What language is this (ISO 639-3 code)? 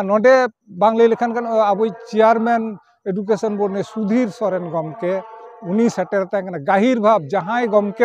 sat